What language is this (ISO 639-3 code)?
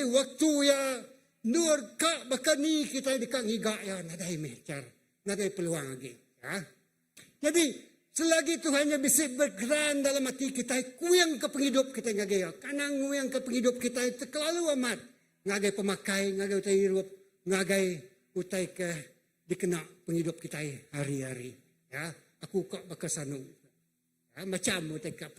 iba